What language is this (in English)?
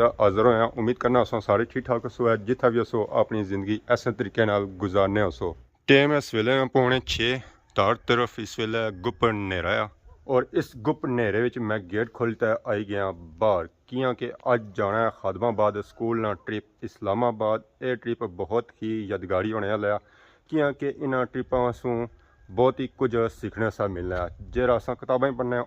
Pahari-Potwari